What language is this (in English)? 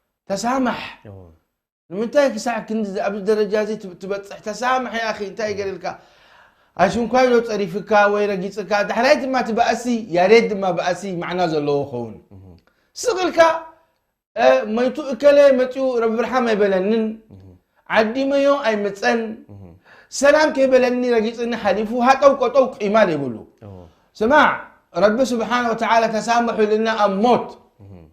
Tigrinya